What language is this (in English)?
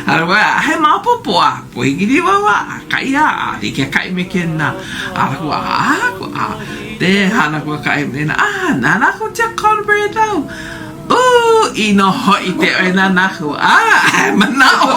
Hawaiian